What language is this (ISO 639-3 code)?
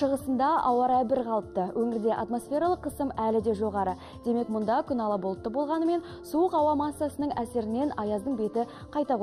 kaz